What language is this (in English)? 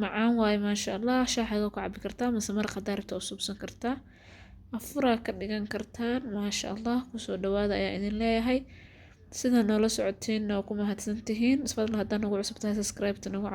Somali